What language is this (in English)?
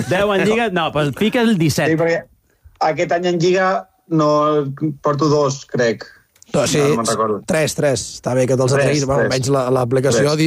Catalan